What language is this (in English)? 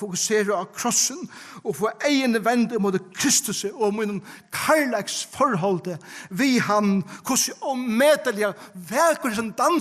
Faroese